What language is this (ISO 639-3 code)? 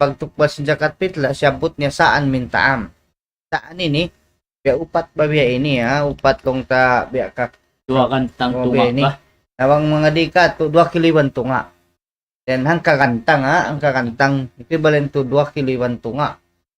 tsg